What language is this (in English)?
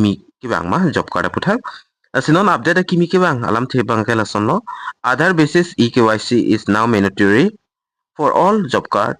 Karbi